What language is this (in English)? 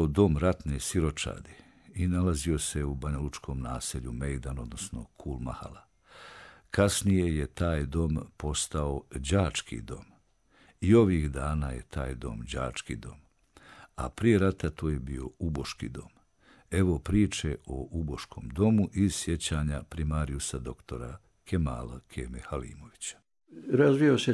Bosnian